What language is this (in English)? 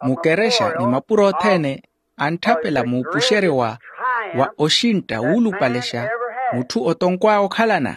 Makhuwa